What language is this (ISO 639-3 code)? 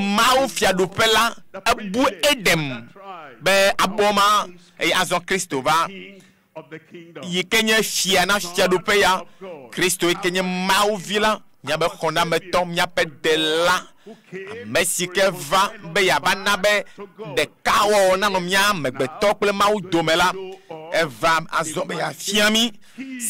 ewe